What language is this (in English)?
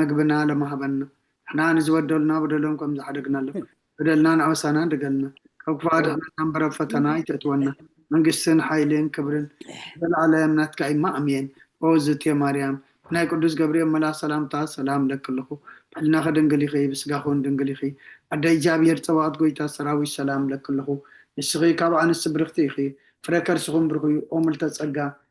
Tigrinya